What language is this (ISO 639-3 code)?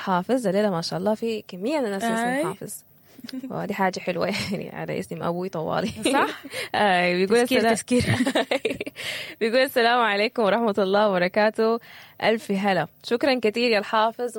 apd